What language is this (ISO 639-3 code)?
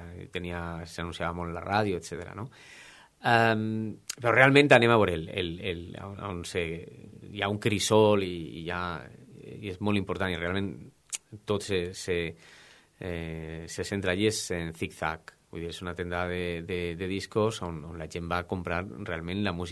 cat